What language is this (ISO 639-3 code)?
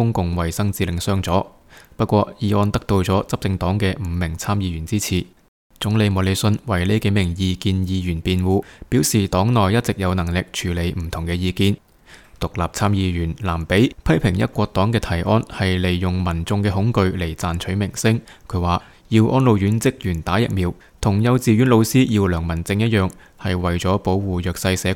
yue